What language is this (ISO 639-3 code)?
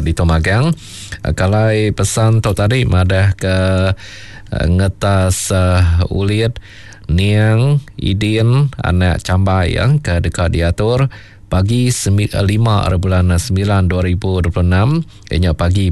iba